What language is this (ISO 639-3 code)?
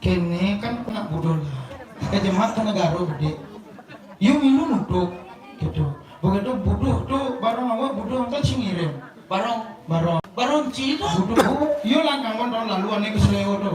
ban